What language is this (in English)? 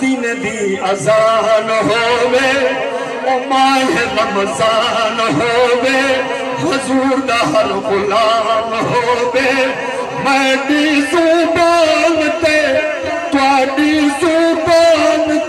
Saraiki